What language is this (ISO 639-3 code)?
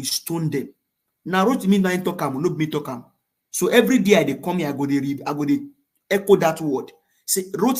pcm